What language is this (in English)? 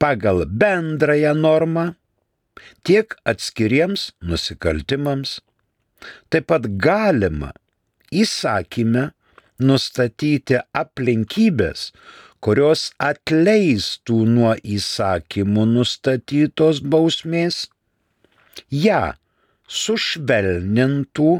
Lithuanian